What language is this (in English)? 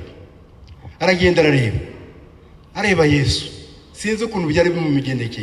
Kinyarwanda